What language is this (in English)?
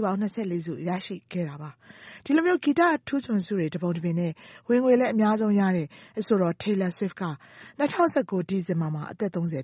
Burmese